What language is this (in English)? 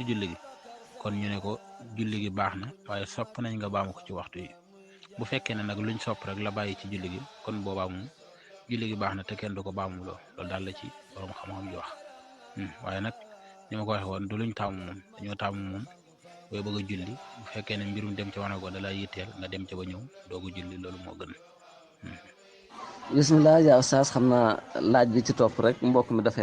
Wolof